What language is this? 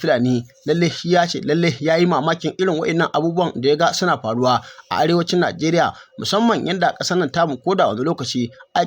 Hausa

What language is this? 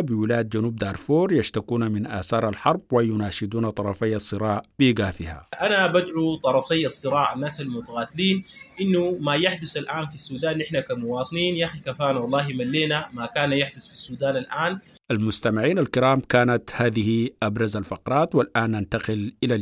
Sudanese Arabic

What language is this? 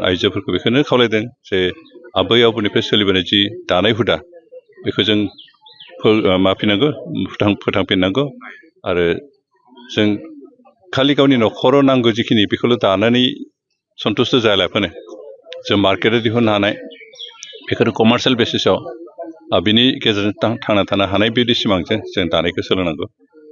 Bodo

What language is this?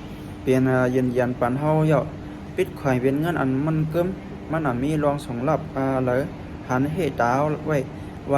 Shan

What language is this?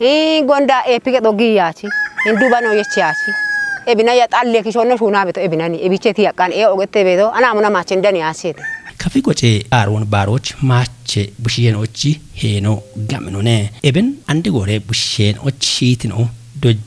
Kafa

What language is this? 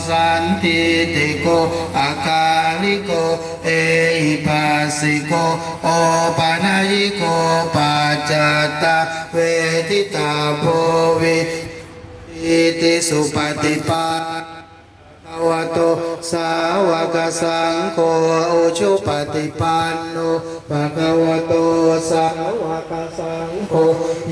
Pali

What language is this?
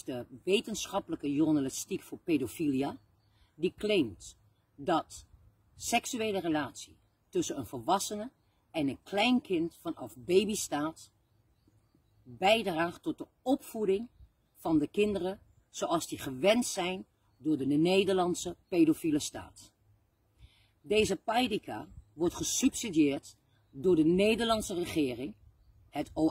Dutch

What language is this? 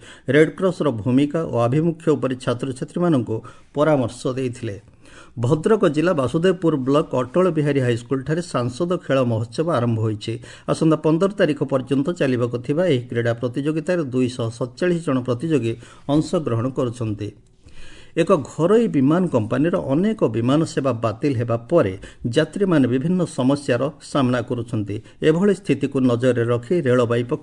Odia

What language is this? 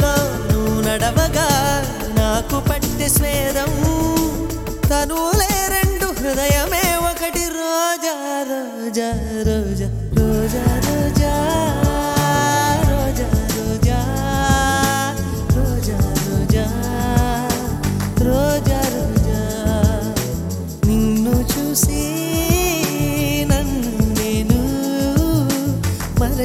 Telugu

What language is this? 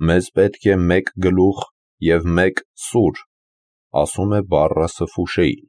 Armenian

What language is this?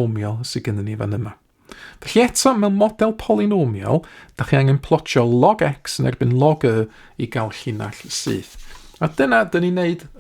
Welsh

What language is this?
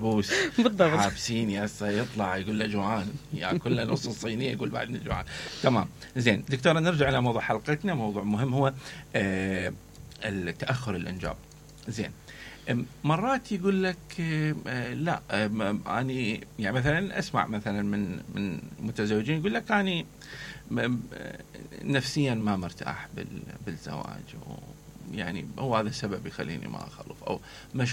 Mesopotamian Arabic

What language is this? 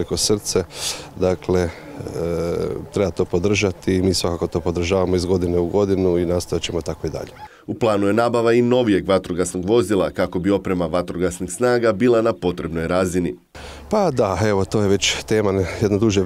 Croatian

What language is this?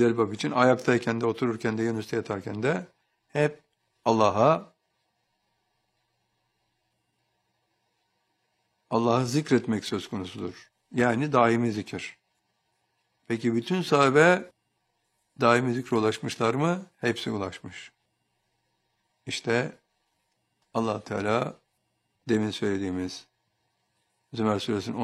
Turkish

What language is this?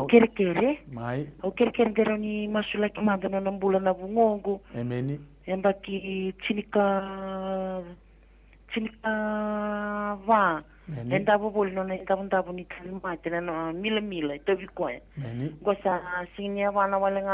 Fijian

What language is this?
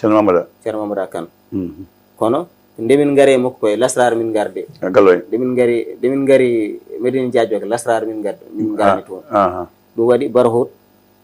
Fula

